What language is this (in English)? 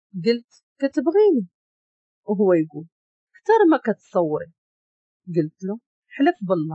Moroccan Arabic